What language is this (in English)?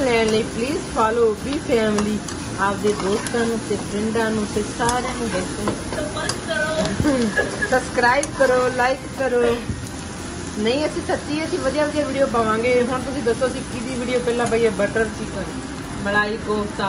Punjabi